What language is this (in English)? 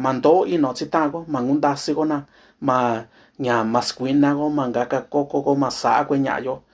Mixtepec Mixtec